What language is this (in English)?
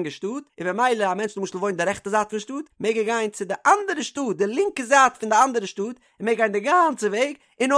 Yiddish